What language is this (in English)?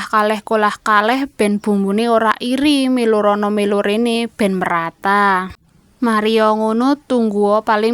Javanese